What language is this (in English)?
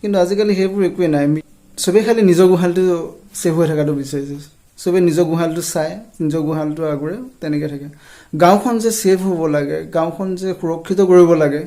Assamese